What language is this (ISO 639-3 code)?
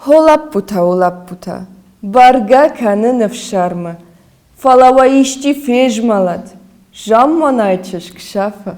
oss